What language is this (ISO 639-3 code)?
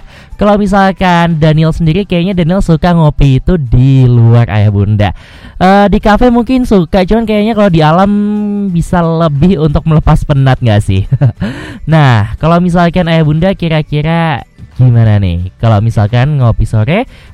ind